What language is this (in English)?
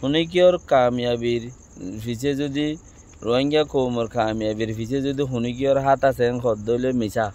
Rohingya